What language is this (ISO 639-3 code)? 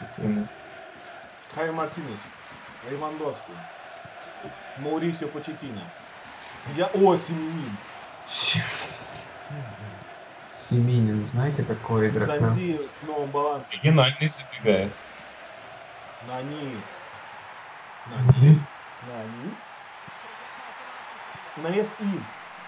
rus